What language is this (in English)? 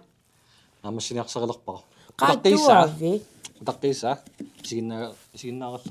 Kalaallisut